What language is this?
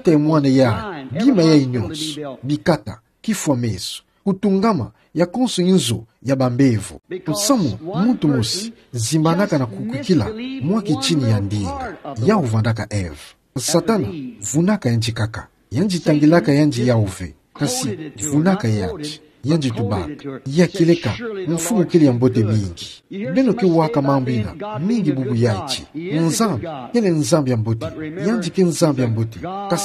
Kituba (Democratic Republic of Congo)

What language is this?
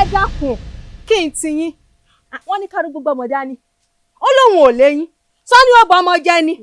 Yoruba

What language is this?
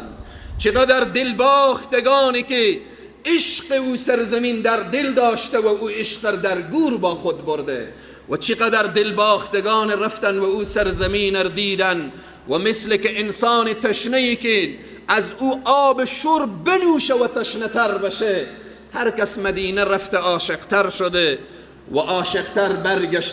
Persian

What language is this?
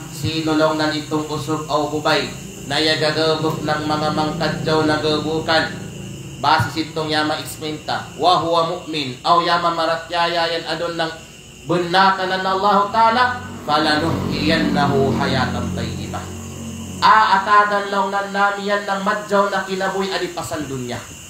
Kalagan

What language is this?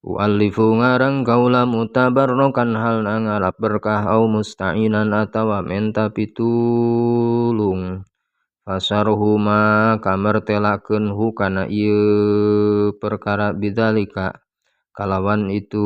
Sundanese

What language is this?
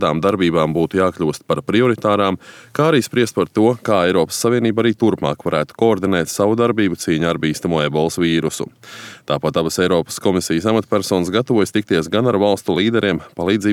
Latvian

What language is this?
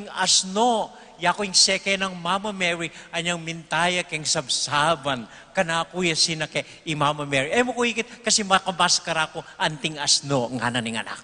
Pampanga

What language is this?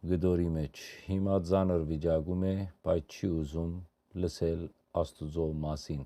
Western Armenian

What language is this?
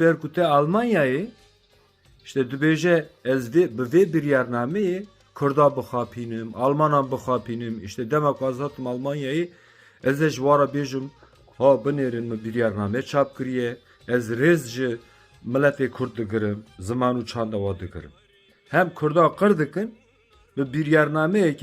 Kurdish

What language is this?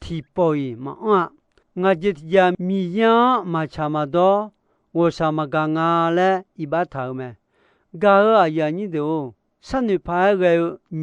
Akha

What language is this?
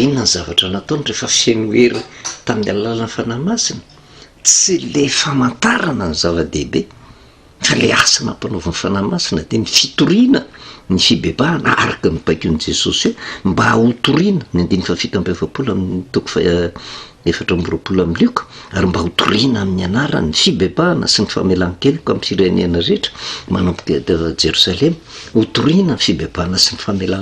Malagasy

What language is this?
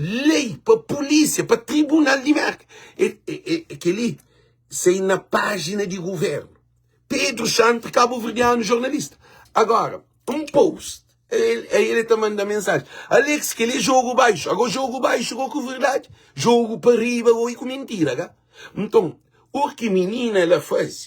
Kabuverdianu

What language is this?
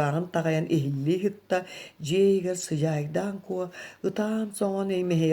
Yakut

